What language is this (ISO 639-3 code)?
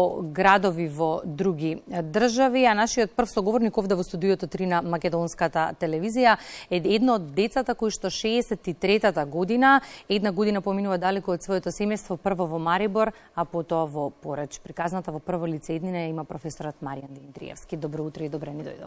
mkd